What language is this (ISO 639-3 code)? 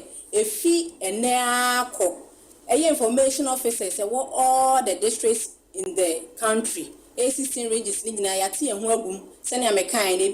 aka